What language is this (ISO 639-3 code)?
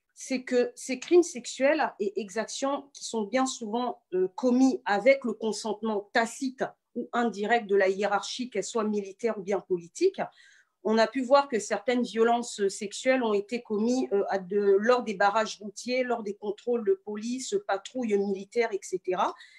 fra